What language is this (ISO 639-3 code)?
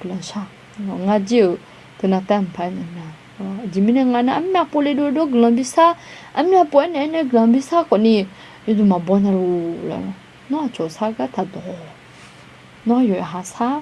ahk